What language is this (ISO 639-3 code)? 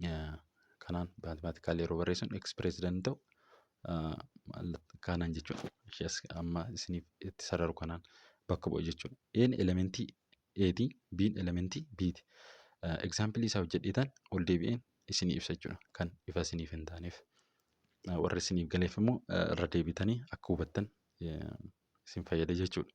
orm